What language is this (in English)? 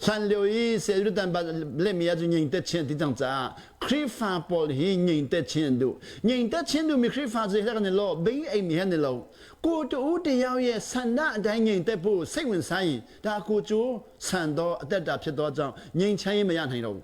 Hakha Chin